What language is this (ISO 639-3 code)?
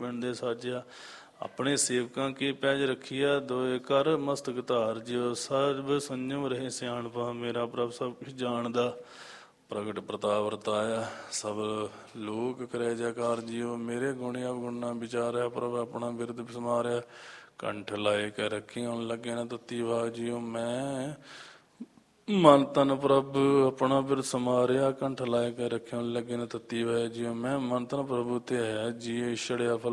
pan